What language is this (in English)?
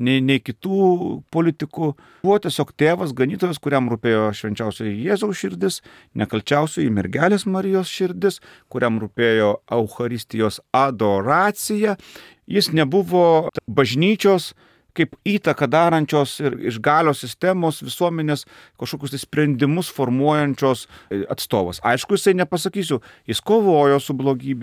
Lithuanian